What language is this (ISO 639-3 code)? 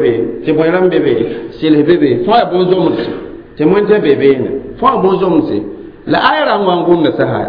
mos